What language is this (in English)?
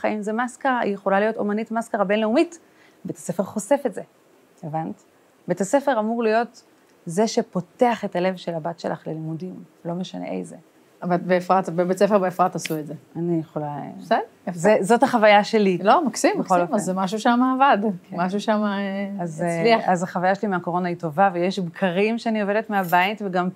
Hebrew